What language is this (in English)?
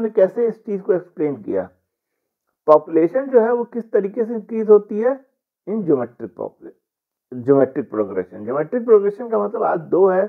Hindi